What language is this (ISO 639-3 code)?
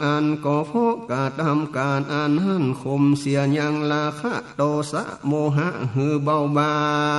nod